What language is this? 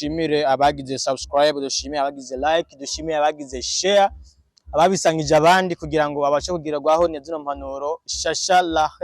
Rundi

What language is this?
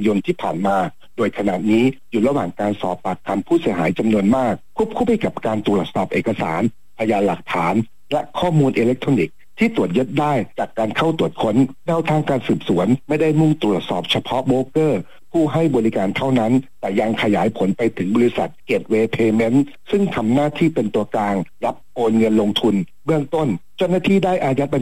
Thai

